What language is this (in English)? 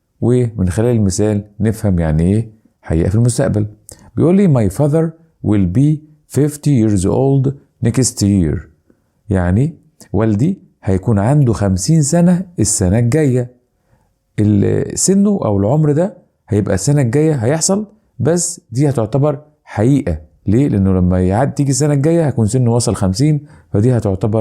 Egyptian Arabic